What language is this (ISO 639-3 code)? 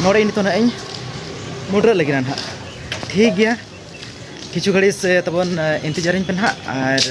sat